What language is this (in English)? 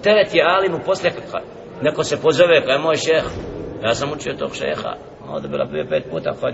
Bosnian